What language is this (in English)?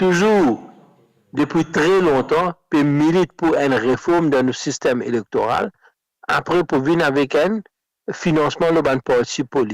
Morisyen